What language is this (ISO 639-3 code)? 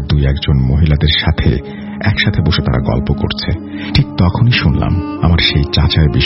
ben